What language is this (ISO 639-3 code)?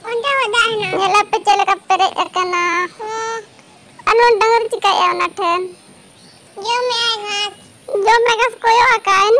sat